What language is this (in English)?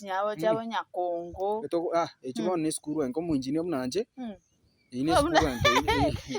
Gusii